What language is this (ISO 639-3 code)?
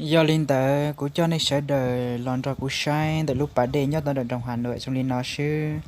hmn